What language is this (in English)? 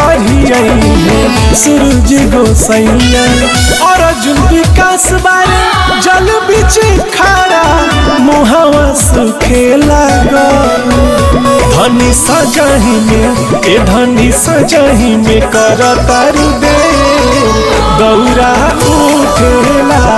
Bhojpuri